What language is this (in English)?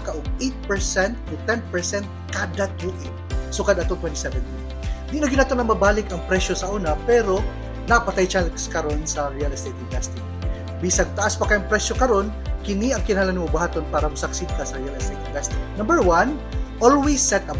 Cebuano